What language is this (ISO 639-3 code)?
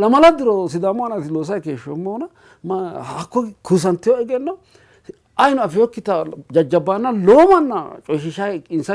sid